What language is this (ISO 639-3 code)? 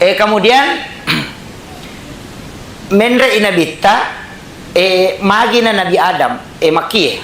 bug